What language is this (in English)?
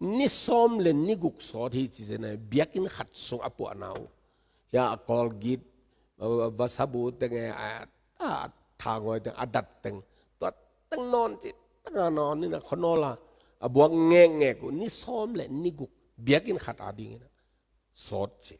Tedim Chin